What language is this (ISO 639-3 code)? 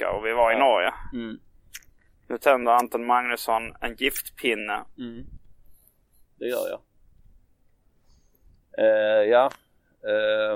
swe